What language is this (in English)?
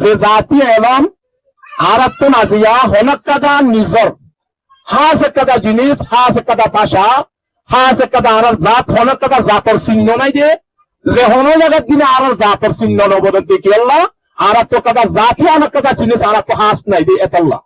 Rohingya